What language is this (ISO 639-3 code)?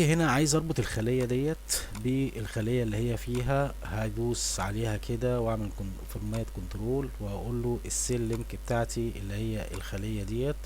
arz